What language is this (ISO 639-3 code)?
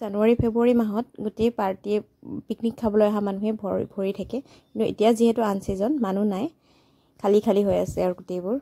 asm